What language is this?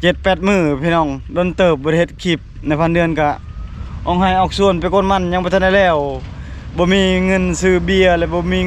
Lao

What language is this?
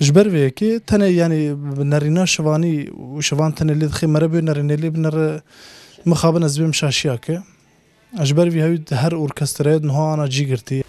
Kurdish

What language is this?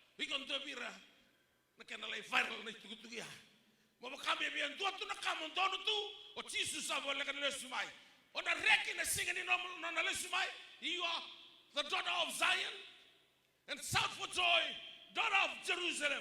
Fijian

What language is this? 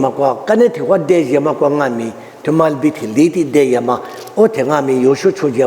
Lisu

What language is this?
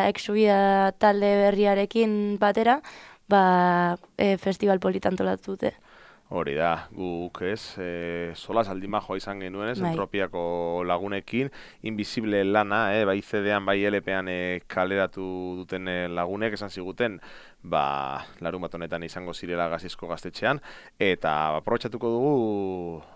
Basque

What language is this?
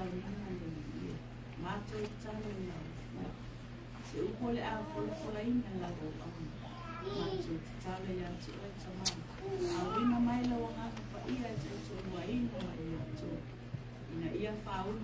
Samoan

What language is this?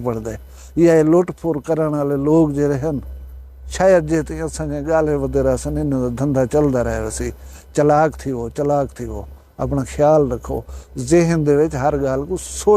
Saraiki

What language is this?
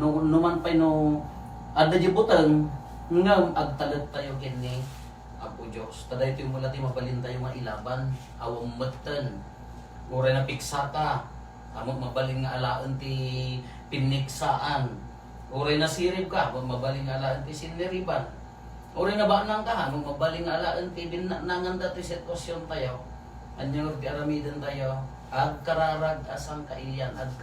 Iloko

